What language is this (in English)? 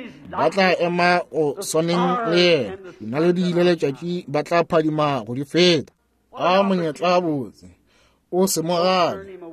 Northern Sotho